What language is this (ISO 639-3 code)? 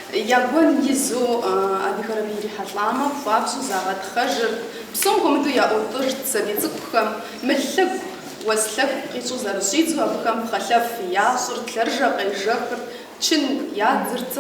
kbd